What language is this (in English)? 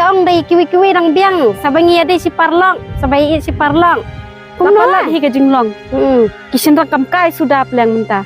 Khasi